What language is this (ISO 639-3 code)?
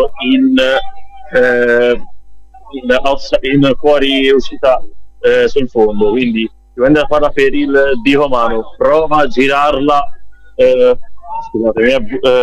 ita